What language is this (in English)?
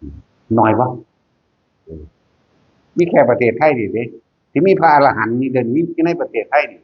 Northeastern Thai